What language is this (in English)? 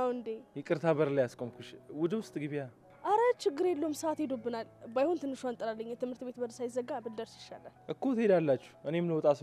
Amharic